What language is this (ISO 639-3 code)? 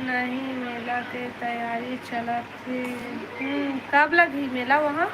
hne